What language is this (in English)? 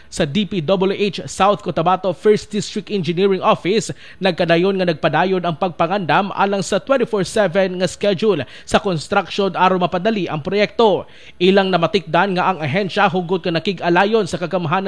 Cebuano